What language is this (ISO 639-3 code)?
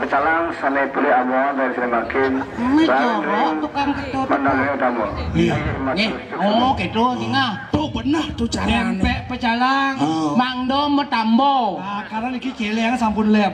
ban